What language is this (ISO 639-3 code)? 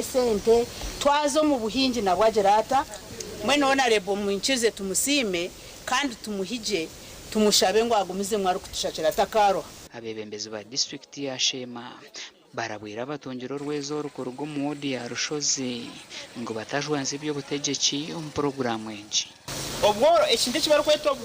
nyn